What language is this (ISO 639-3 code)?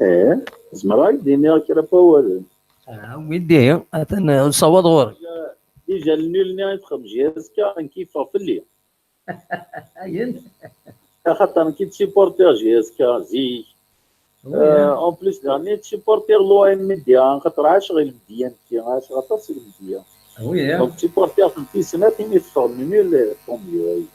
kab